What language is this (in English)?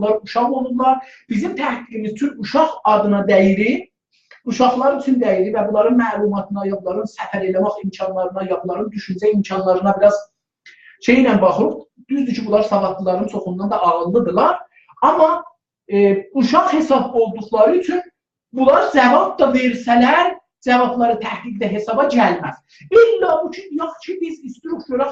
South Azerbaijani